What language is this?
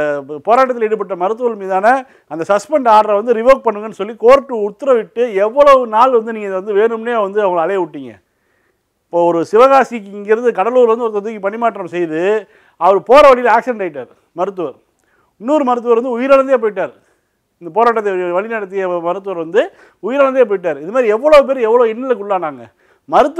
Tamil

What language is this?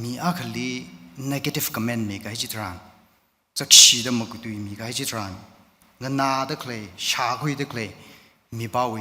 Tangkhul Naga (India)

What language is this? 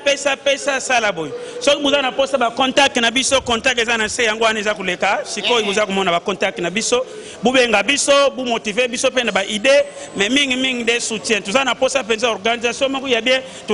Lingala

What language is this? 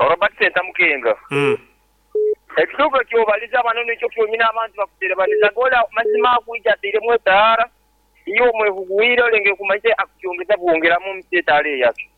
Nyoro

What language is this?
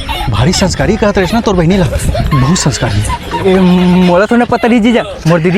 Chhattisgarhi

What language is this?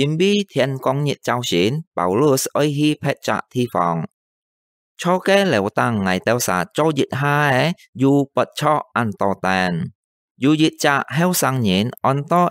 Hakka Chinese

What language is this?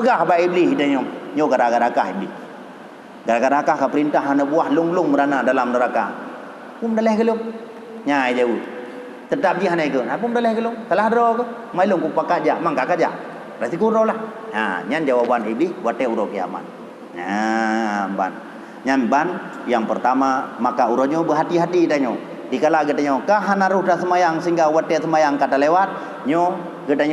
Achinese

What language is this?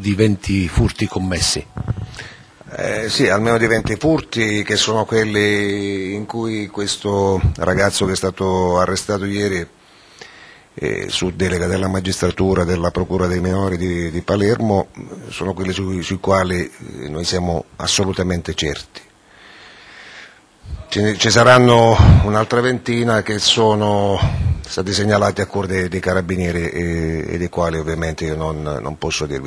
Italian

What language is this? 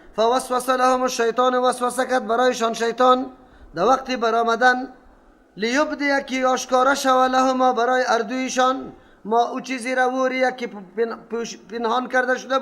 Persian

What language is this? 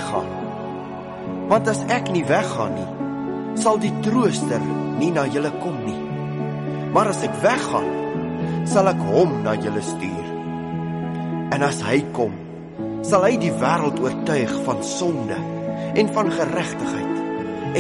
Afrikaans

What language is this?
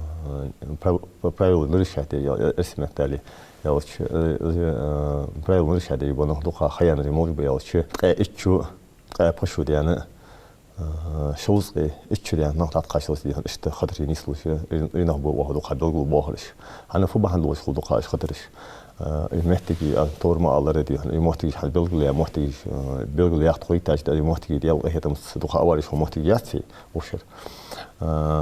Ingush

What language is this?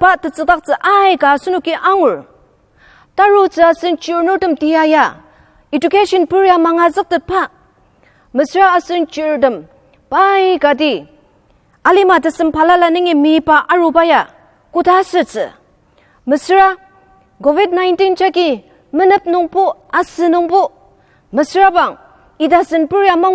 Ao Naga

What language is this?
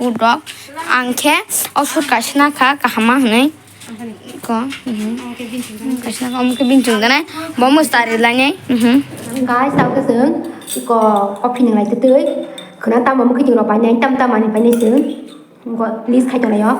Kok Borok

